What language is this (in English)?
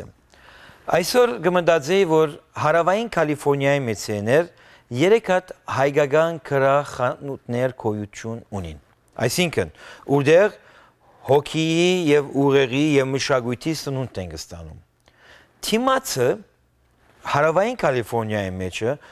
Western Armenian